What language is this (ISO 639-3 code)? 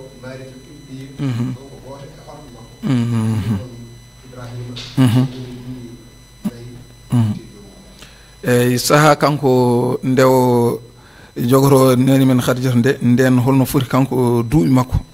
ful